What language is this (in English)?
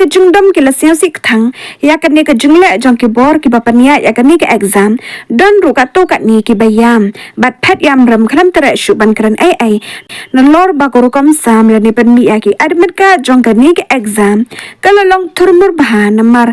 Khasi